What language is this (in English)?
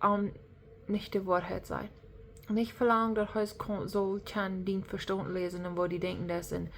Plautdietsch